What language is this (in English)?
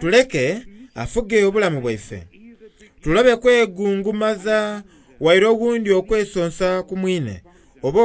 Soga